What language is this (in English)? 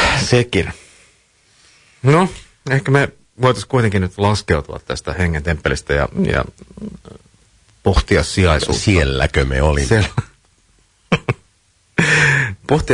Finnish